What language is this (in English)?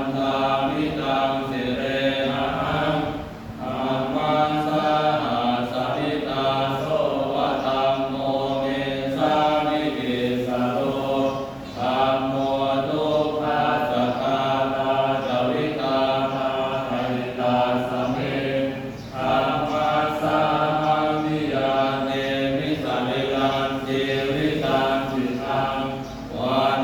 Pali